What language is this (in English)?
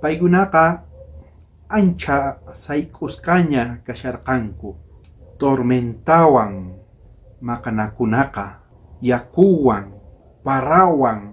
South Bolivian Quechua